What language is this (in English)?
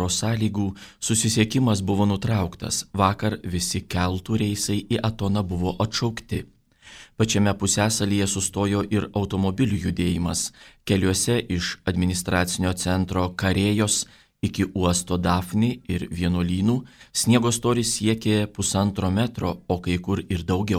Lithuanian